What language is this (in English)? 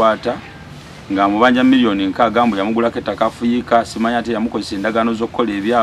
Ganda